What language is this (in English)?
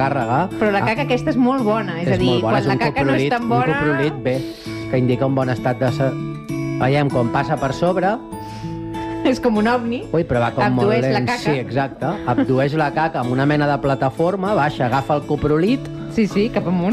Catalan